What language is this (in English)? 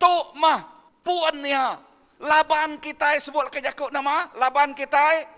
Iban